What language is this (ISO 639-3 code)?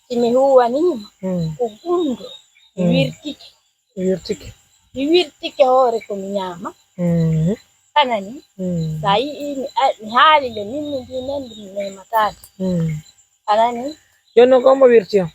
fuf